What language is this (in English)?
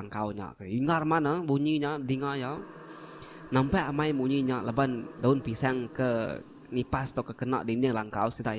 Iban